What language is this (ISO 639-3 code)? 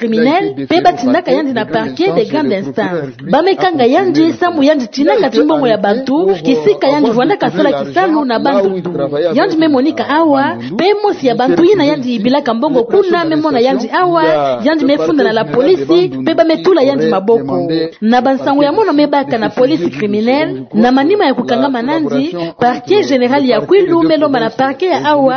ktu